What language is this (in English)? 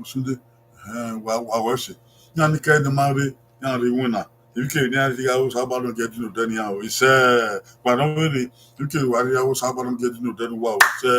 Bini